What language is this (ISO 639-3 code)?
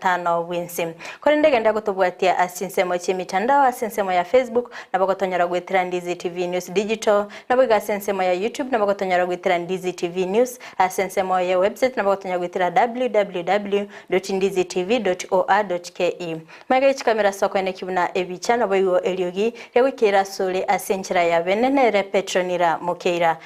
guz